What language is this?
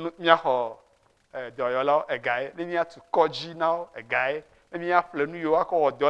Ewe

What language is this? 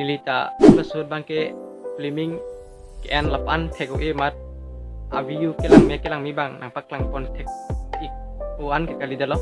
Karbi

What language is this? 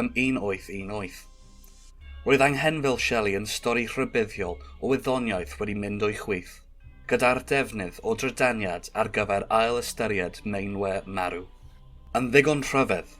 Welsh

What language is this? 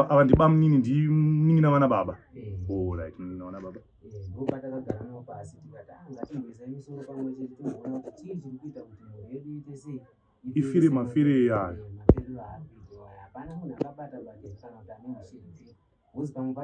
Shona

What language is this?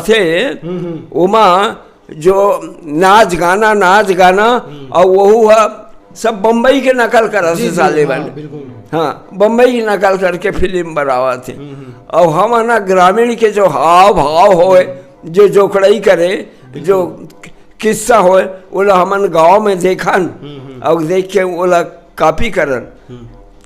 Chhattisgarhi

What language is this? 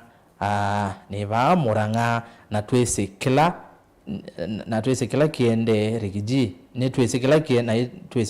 Kamba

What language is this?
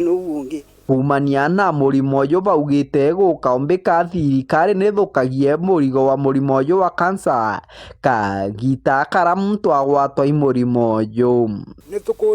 Meru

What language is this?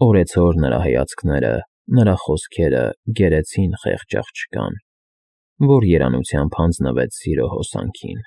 Armenian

